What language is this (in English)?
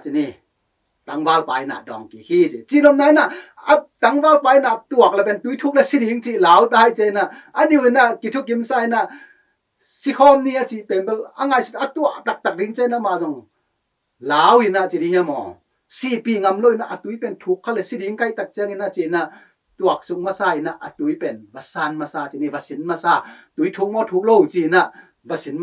Tedim Chin